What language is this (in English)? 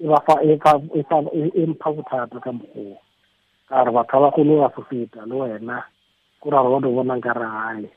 Tswana